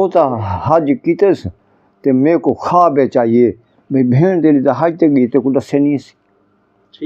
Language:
Saraiki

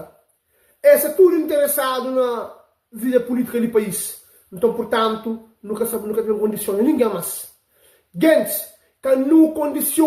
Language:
Kabuverdianu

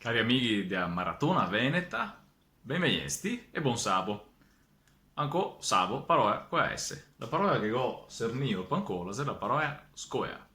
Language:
Venetian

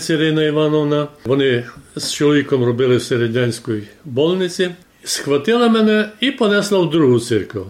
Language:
Rusyn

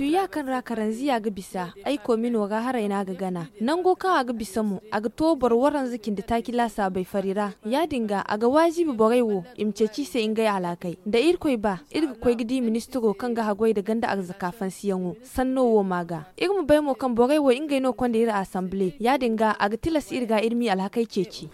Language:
Zarma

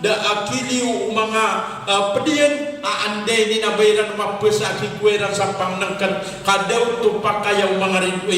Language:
Maranao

